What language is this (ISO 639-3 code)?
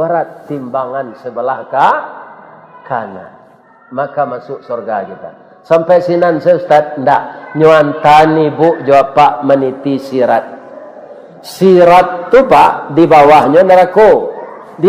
min